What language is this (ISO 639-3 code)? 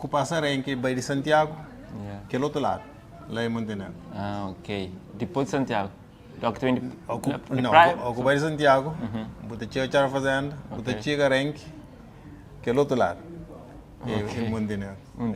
kea